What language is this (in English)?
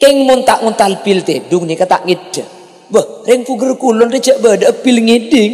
Madurese